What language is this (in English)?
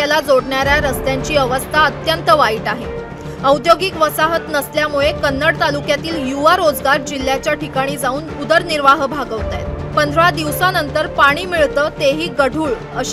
Marathi